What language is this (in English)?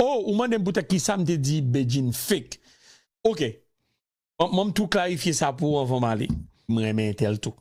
Haitian Creole